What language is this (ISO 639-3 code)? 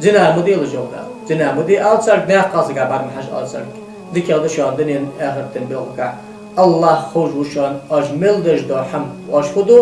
inh